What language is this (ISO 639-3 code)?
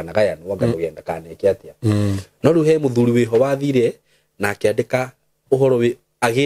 kik